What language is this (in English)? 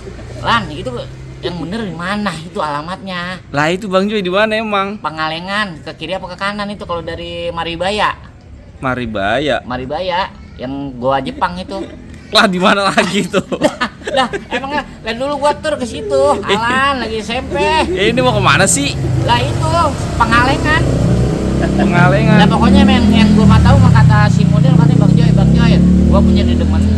Betawi